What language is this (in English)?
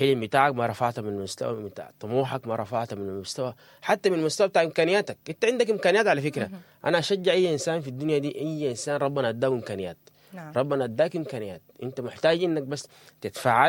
Sudanese Arabic